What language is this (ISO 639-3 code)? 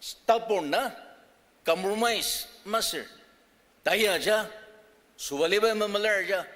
njo